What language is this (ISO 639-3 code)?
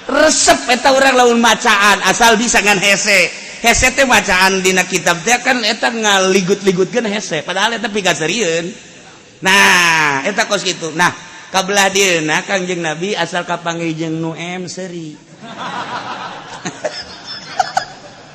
sun